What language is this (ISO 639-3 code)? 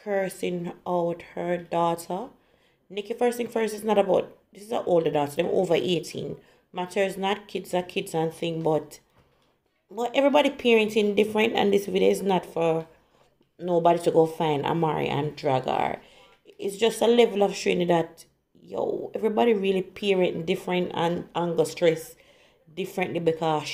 jam